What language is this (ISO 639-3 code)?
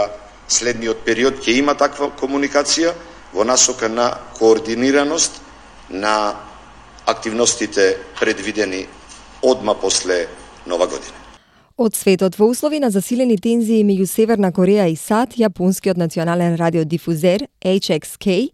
mkd